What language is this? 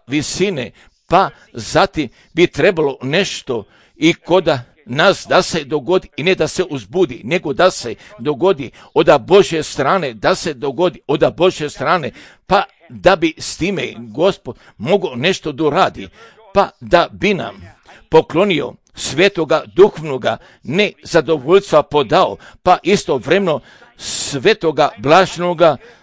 Croatian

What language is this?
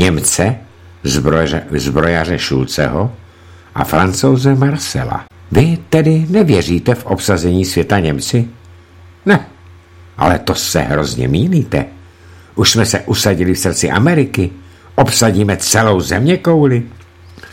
Czech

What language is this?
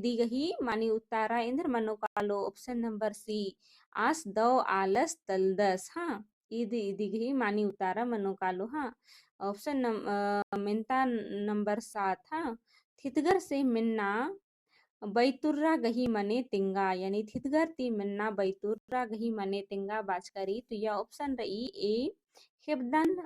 Kurukh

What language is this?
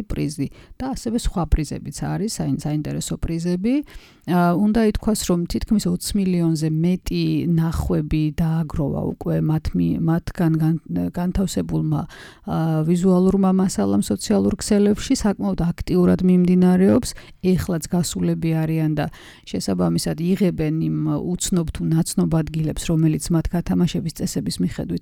Georgian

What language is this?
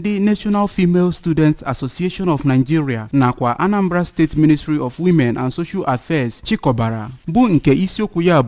Igbo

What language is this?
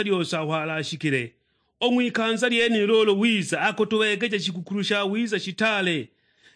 Sukuma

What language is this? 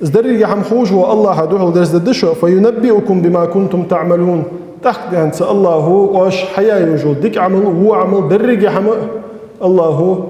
Ingush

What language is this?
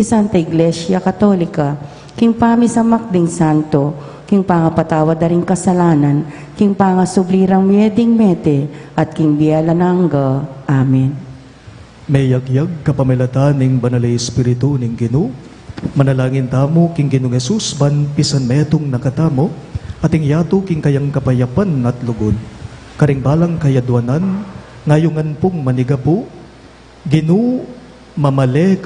Pampanga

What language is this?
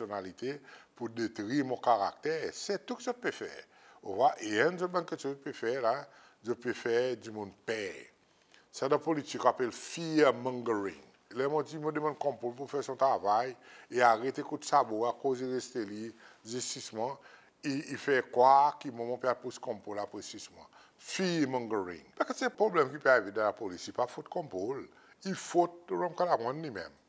Seselwa Creole French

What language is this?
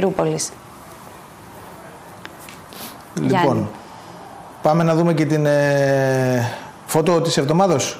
Greek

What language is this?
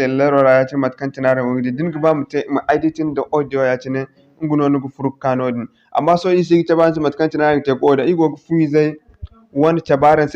Zarma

